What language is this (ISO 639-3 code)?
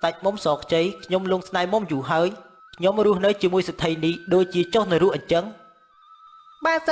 khm